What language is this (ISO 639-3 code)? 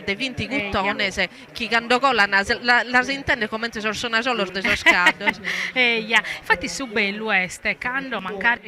srd